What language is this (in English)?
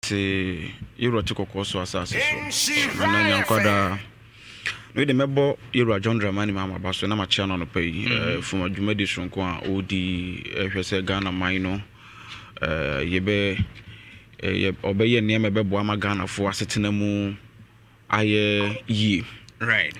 Akan